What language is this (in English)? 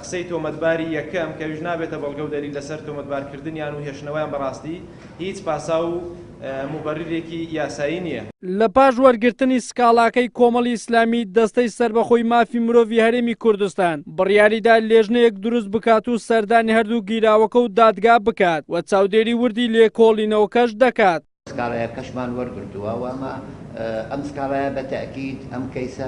Central Kurdish